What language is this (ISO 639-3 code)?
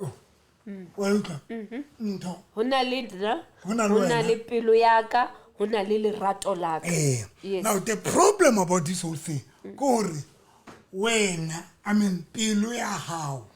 sot